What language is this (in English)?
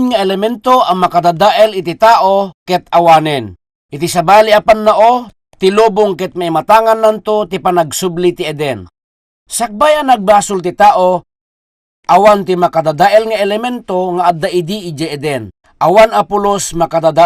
Iloko